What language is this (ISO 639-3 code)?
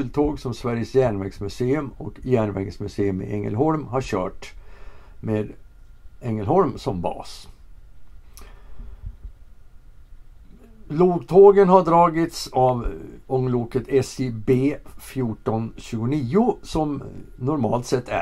swe